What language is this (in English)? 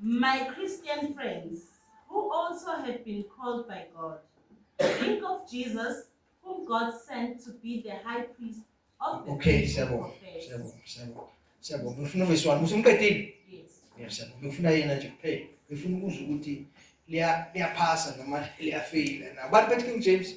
Zulu